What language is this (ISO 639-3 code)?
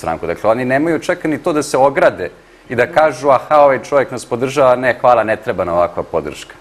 srp